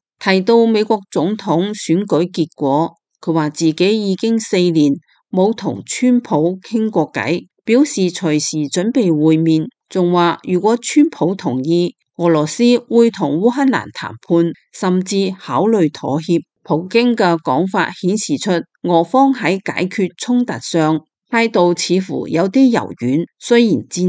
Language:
Cantonese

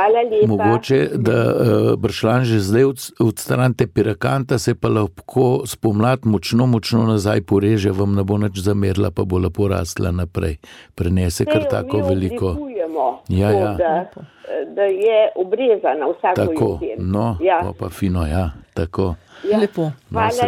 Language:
Slovenian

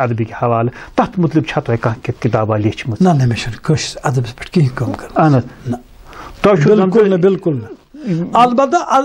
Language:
Kashmiri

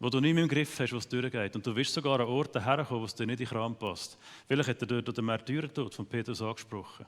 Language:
Swiss German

